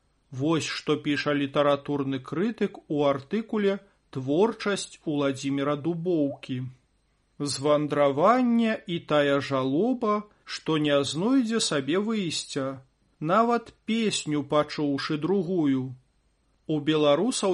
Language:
Belarusian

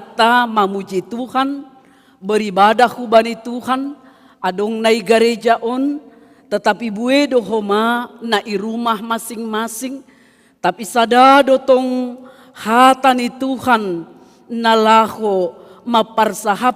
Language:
Batak Simalungun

